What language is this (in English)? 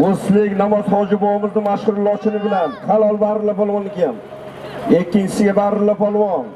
Uzbek